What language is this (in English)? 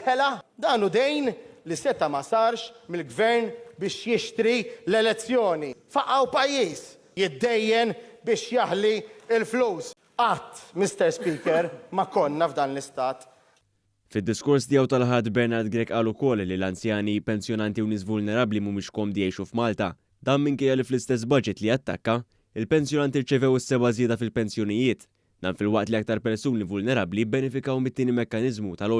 Maltese